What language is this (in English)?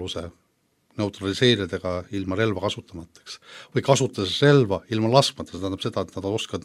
Estonian